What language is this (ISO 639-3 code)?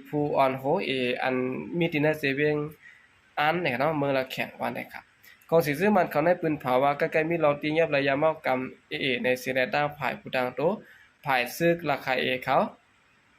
shn